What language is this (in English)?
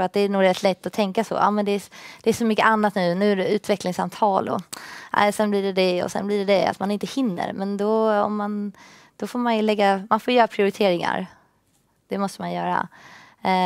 Swedish